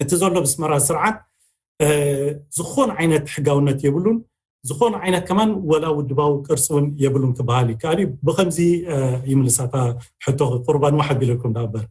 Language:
Tigrinya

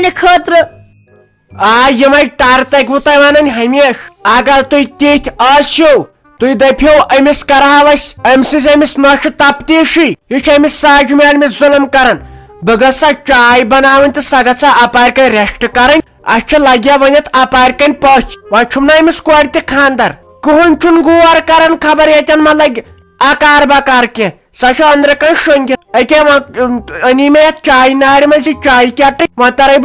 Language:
Kashmiri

